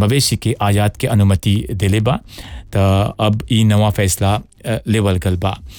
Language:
Bhojpuri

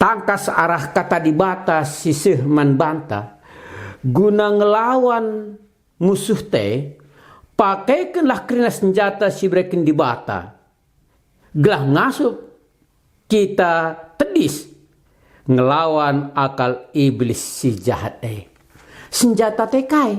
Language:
Batak Karo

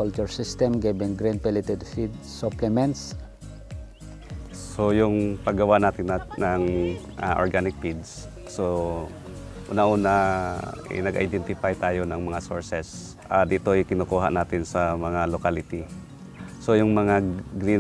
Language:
Filipino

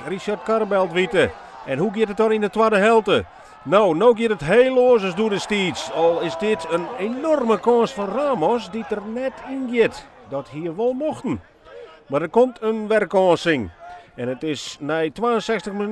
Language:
Western Frisian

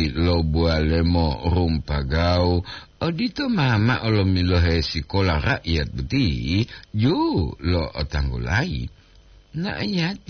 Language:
Gorontalo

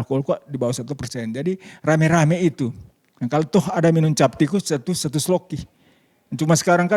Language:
Manado Malay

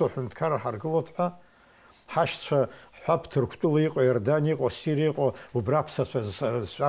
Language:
Abkhazian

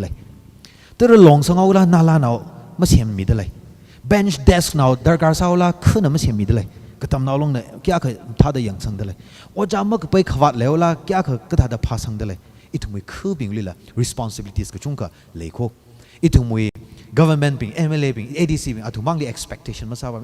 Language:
Tangkhul Naga (India)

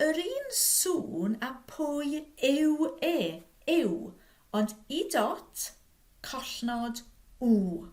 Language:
Welsh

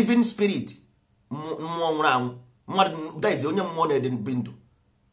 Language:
Igbo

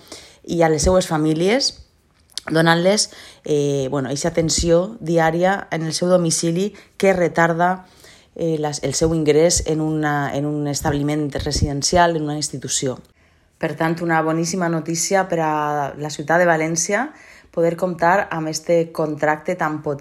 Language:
Catalan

